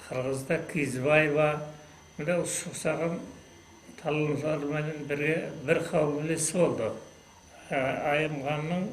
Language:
Kara-Kalpak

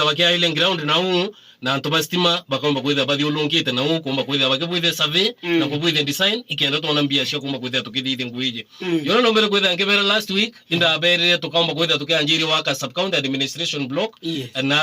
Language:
Meru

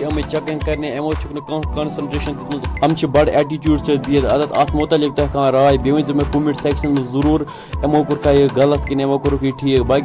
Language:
Kashmiri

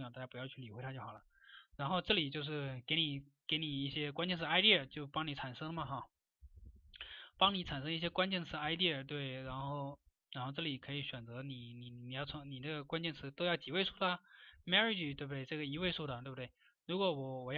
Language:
Chinese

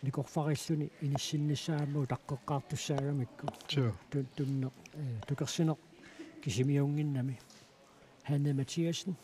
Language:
Kalaallisut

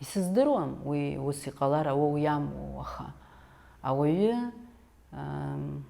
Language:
Abkhazian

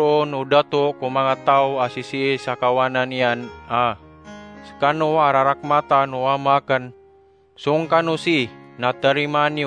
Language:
Maranao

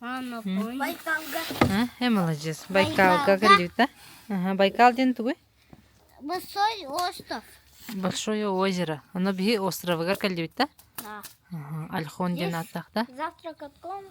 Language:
Yakut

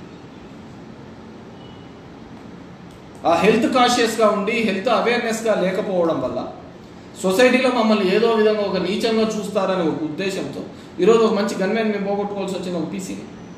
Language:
Telugu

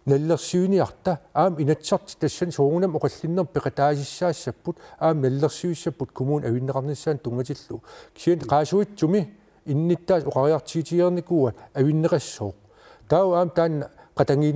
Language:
Kalaallisut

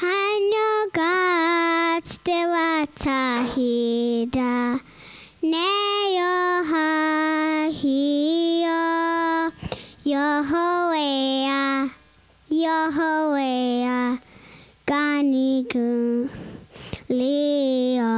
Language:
Mohawk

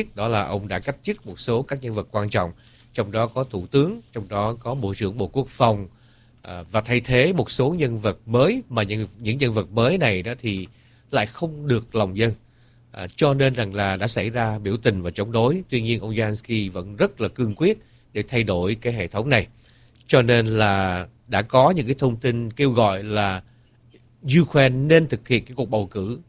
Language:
Vietnamese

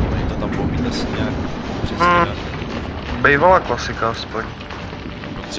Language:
Czech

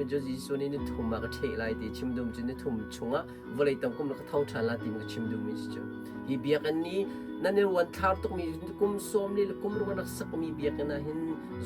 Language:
Hakha Chin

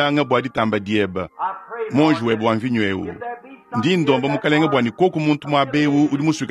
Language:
Luba-Lulua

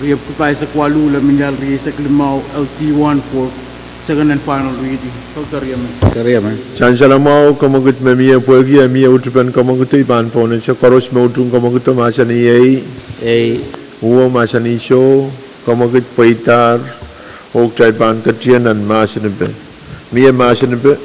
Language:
Pohnpeian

